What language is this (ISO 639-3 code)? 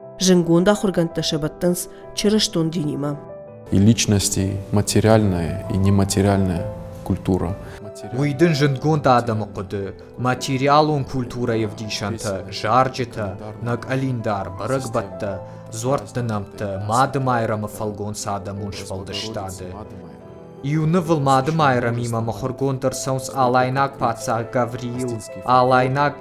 oss